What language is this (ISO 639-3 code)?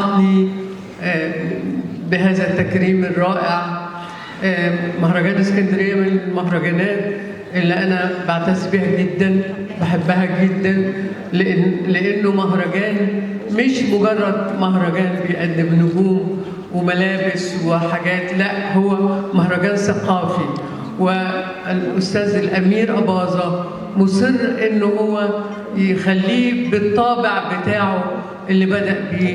arz